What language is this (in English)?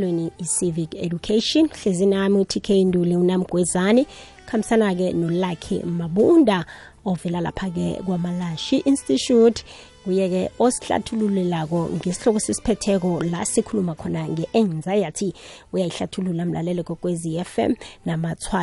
South Ndebele